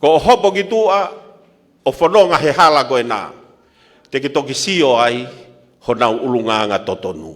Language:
Tongan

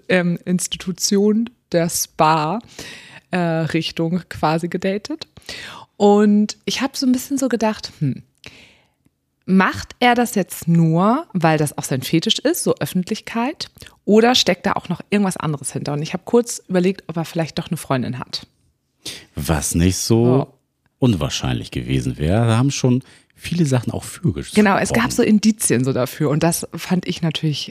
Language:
German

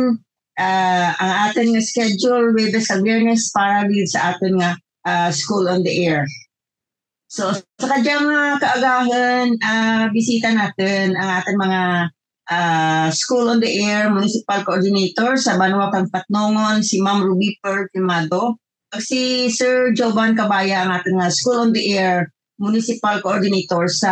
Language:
Kinaray-a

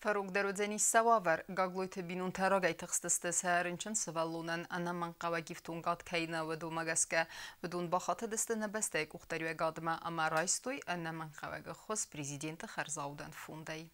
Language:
Ossetic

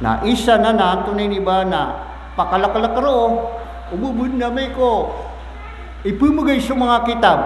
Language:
Maranao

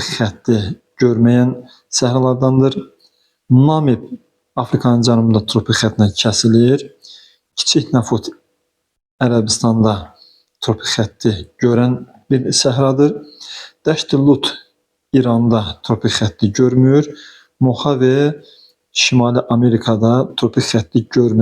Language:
Azerbaijani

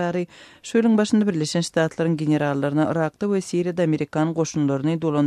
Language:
Turkmen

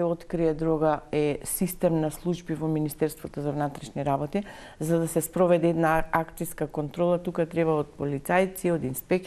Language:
Macedonian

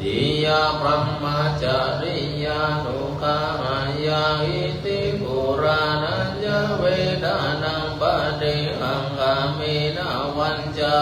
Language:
Pali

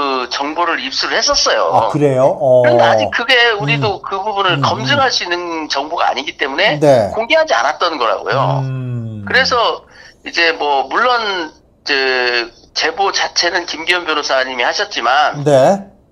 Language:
Korean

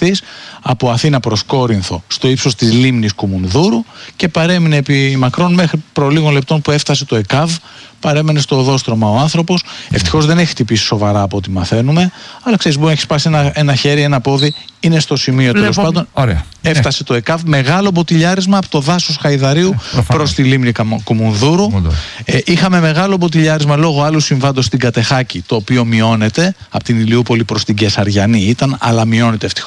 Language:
Greek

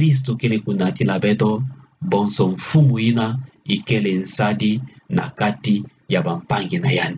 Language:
Kituba (Democratic Republic of Congo)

